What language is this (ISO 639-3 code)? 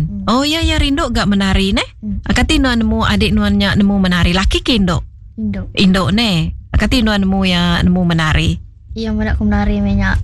iba